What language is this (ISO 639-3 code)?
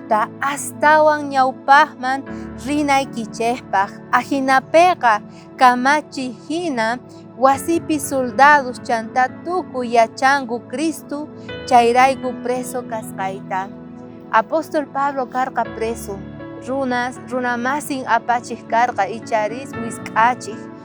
quh